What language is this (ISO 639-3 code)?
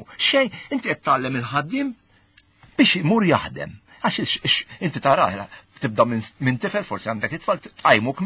mlt